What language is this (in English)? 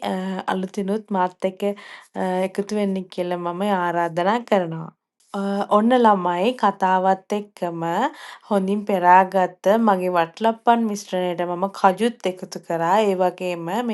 Sinhala